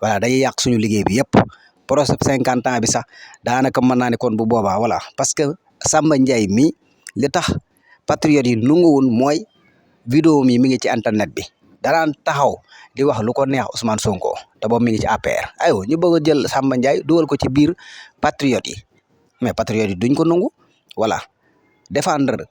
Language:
Wolof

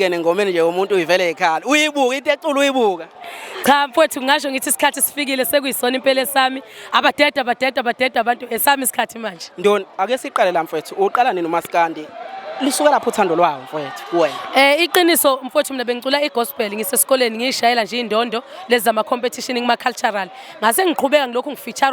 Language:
Zulu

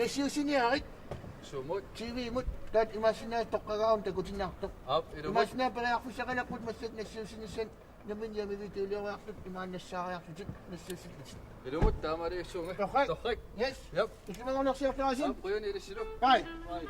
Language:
Kalaallisut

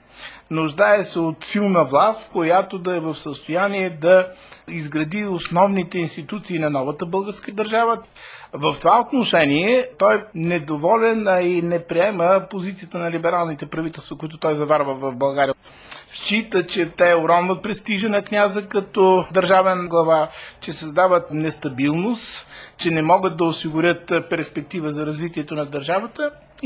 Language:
Bulgarian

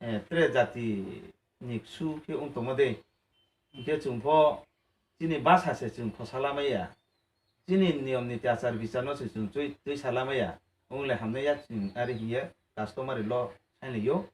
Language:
Riang (India)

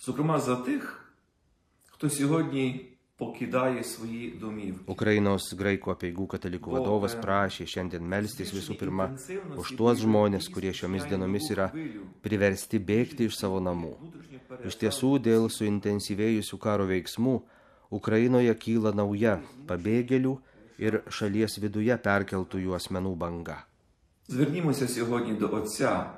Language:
Lithuanian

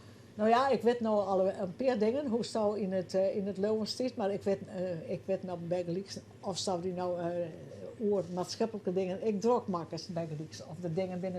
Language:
Western Frisian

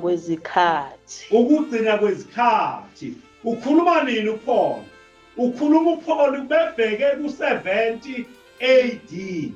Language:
Zulu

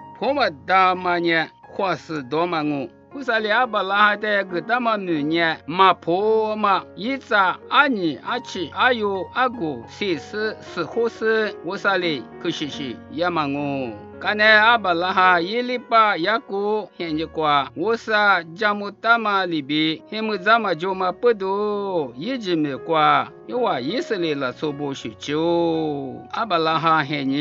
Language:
Lisu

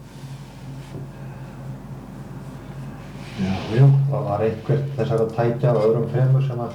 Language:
Icelandic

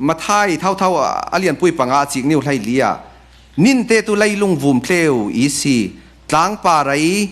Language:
Falam Chin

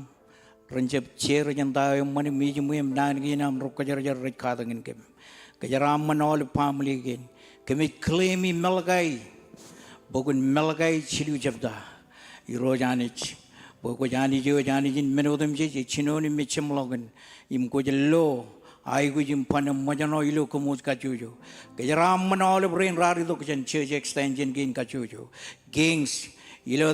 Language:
Marshallese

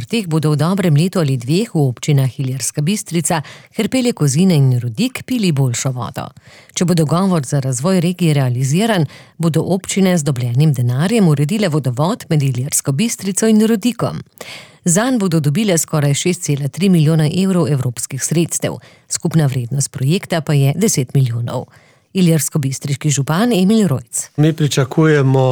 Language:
Slovenian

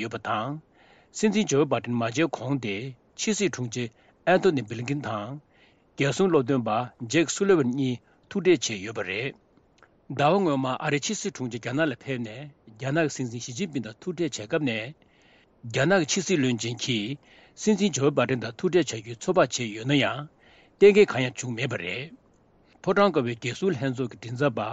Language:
Tibetan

